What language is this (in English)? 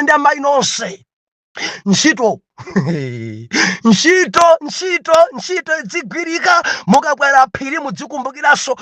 Nyanja